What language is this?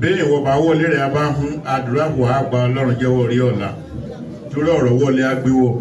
Yoruba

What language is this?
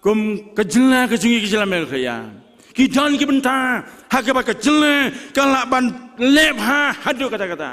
Khasi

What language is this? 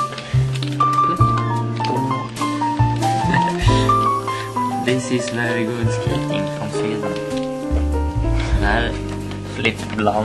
Swedish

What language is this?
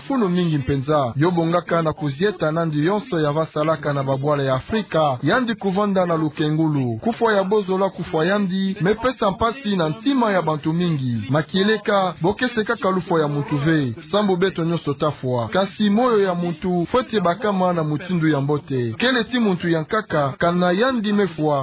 Kituba (Democratic Republic of Congo)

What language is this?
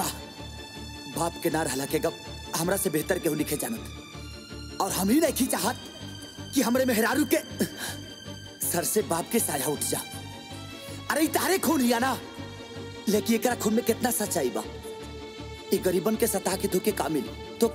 Bhojpuri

